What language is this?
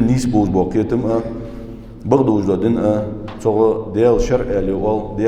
Ingush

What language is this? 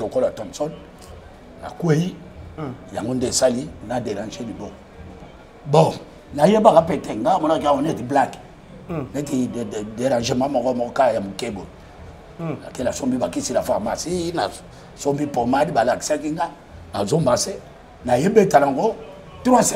Lingala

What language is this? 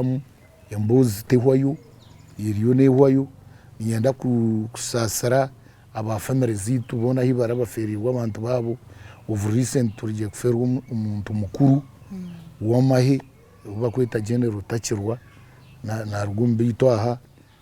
Nyankole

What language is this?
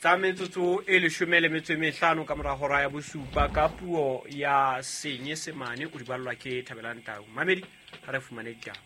Southern Sotho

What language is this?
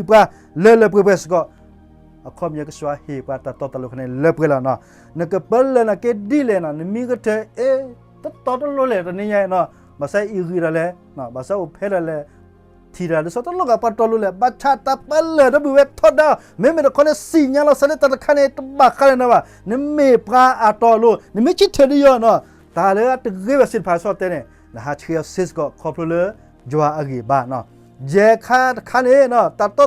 S'gaw Karen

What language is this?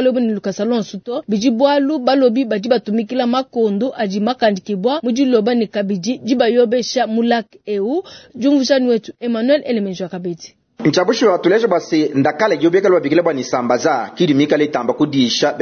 Luba-Lulua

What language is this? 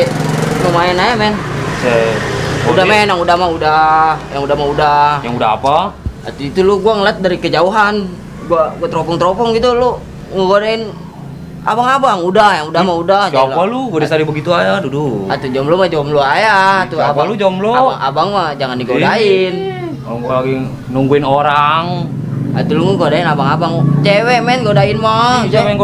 Betawi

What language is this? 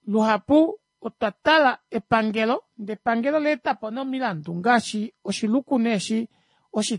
Kuanyama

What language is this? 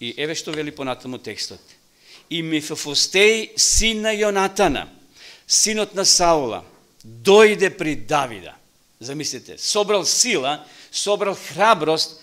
Macedonian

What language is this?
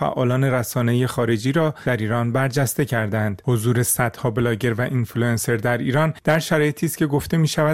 Persian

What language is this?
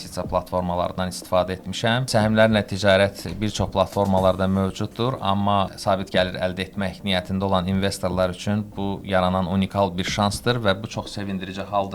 Azerbaijani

